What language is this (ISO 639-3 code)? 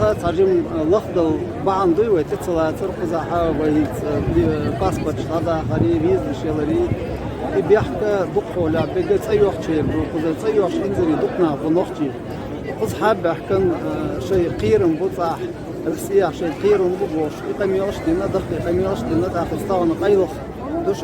che